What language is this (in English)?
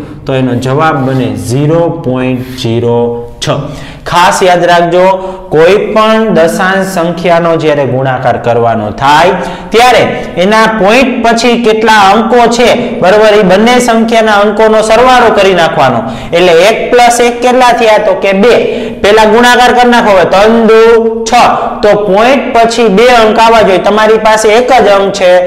Gujarati